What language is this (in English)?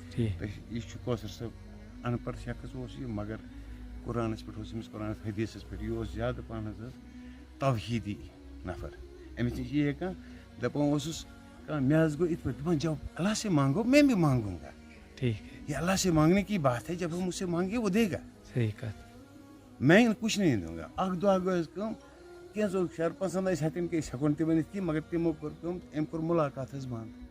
Kashmiri